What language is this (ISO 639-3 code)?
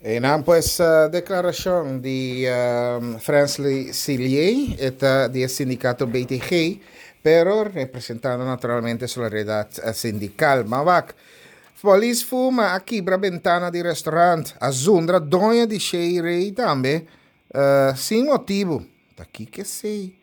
pap